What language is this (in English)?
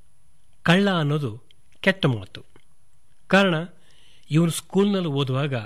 Kannada